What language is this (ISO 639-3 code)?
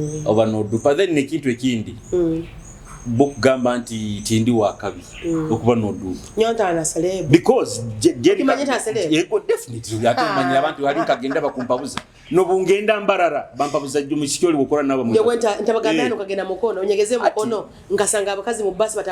nyo